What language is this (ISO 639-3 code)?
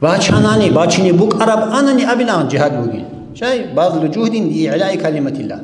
ava